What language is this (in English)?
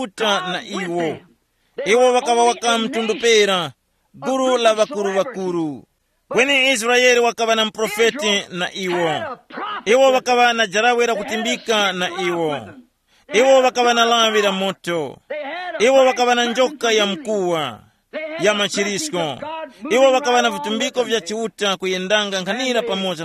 Tumbuka